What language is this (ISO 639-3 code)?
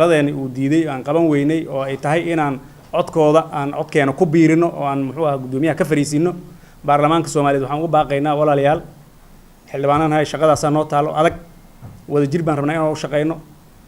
som